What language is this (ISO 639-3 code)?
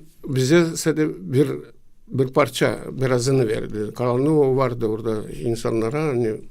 gag